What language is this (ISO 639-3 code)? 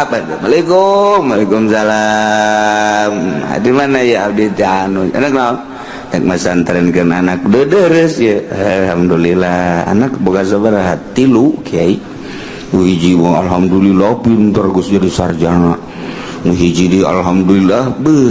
sun